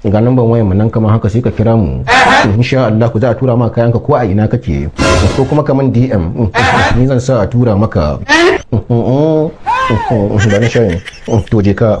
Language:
Hausa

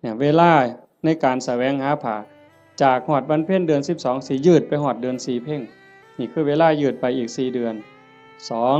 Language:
Northeastern Thai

